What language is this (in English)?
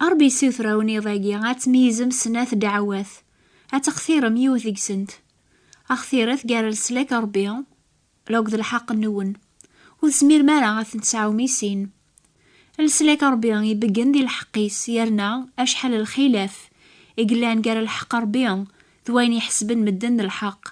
Kabyle